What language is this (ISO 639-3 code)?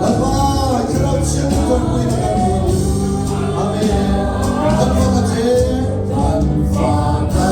lus